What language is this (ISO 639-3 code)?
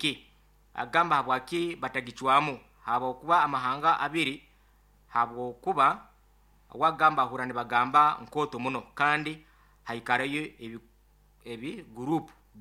nyo